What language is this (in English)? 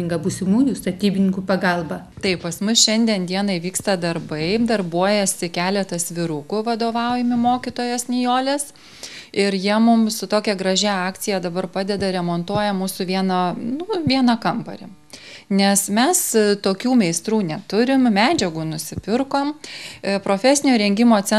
Lithuanian